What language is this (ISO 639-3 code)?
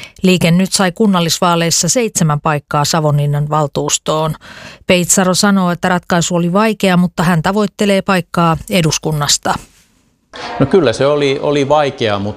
fin